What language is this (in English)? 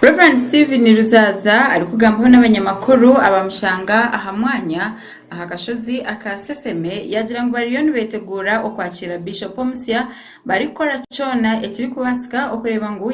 Nyankole